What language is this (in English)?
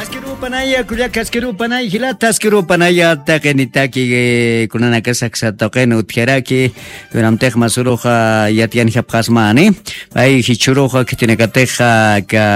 Aymara